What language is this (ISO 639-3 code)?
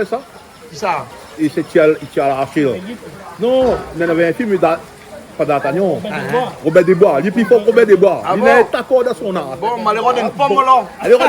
rcf